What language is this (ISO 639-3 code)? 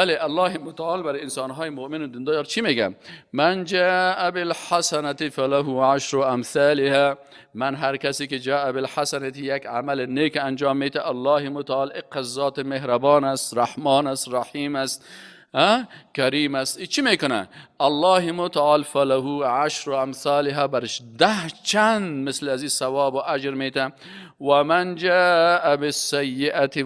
fas